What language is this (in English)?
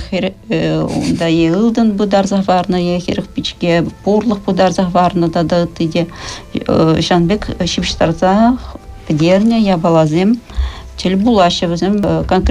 Chuvash